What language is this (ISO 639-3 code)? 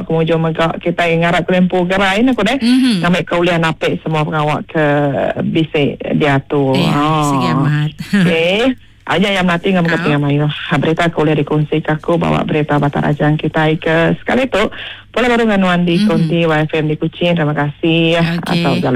iba